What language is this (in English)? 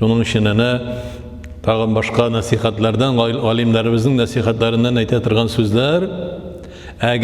Tatar